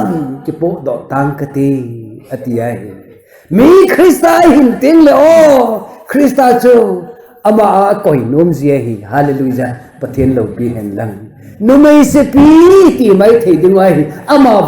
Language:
Thado Chin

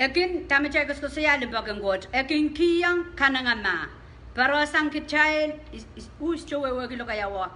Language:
Pohnpeian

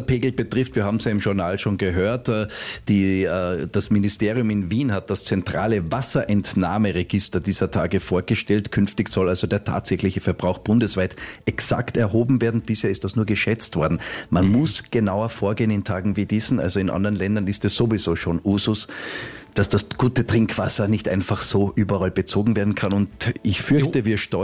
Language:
German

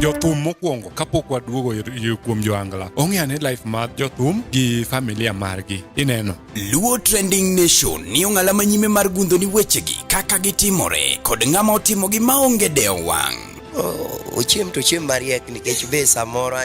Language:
Luo (Kenya and Tanzania)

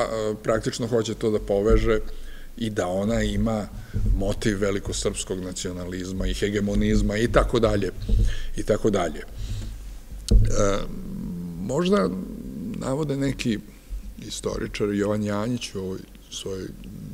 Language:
Serbian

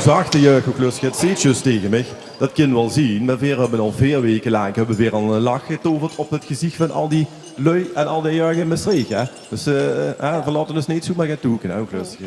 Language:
Limburgish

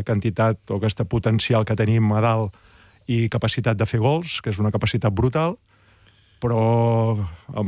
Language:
Catalan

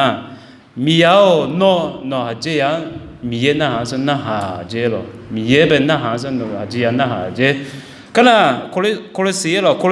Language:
Akha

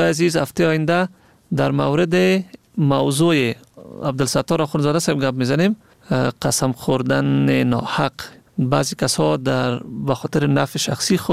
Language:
Persian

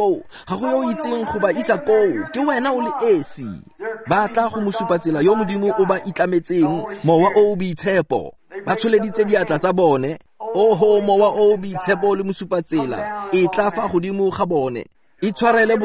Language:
Tswana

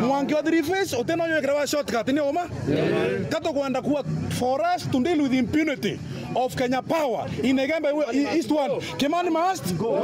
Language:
Meru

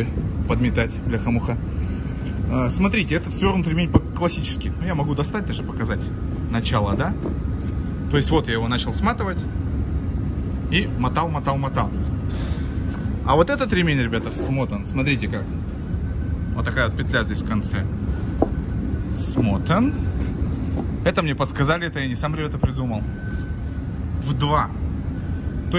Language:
Russian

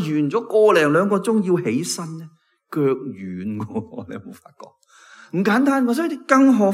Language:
Cantonese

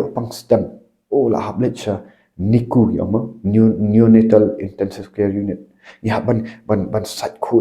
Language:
Khasi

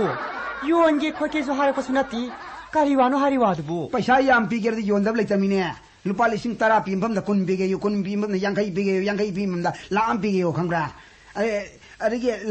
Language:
Manipuri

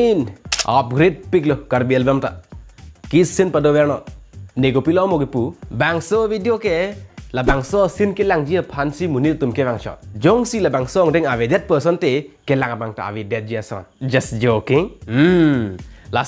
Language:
Karbi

